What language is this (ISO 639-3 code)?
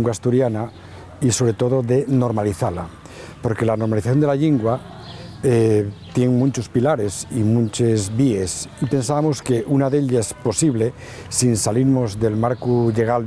ast